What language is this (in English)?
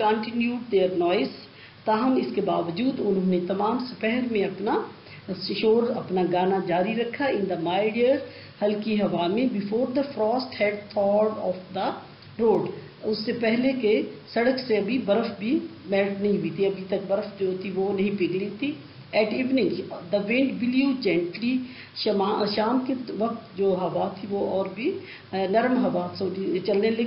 Urdu